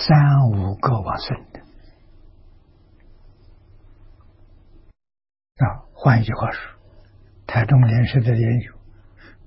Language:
Chinese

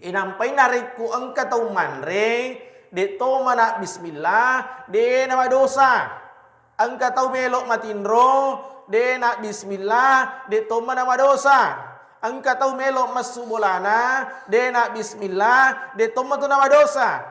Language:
Buginese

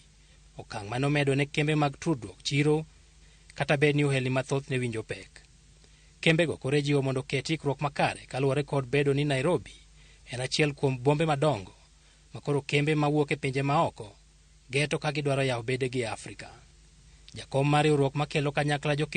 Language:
Luo (Kenya and Tanzania)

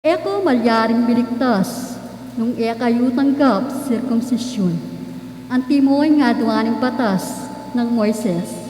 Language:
Pampanga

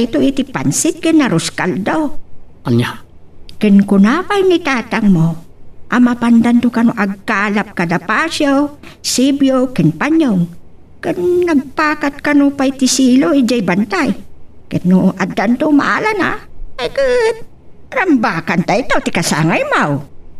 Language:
Iloko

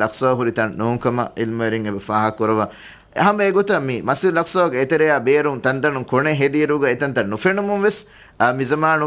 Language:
Divehi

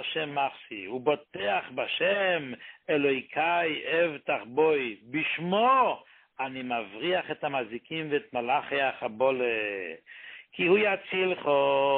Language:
Hebrew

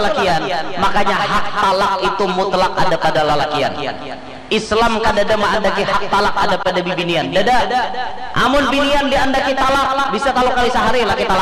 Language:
Banjar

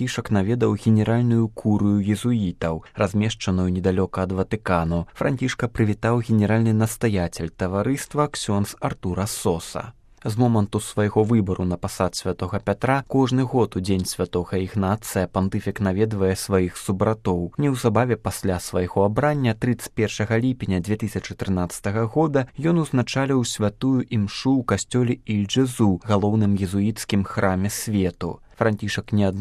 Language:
Belarusian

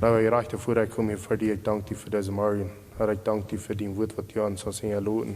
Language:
Plautdietsch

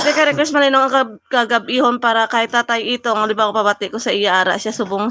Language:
Hiligaynon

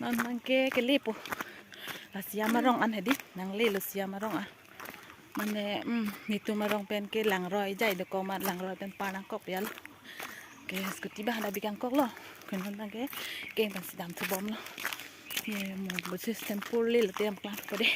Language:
Karbi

